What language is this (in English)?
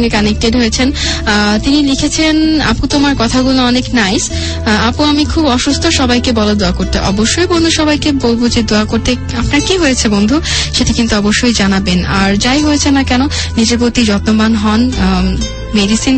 Bangla